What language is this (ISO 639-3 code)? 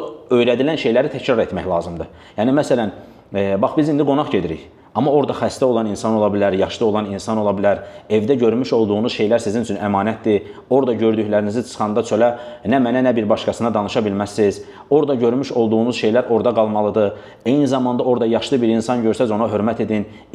aze